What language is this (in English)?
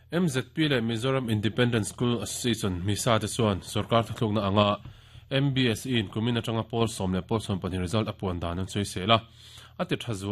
Mizo